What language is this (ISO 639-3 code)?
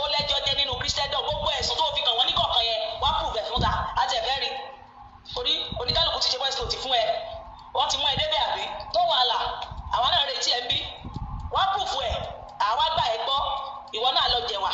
yor